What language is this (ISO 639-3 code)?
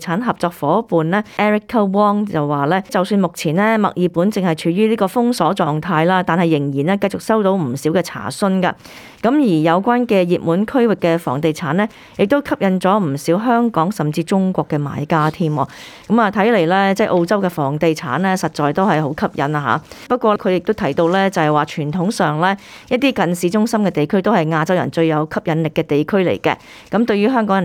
yue